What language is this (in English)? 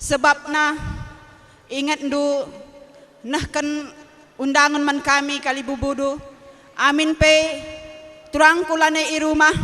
Batak Karo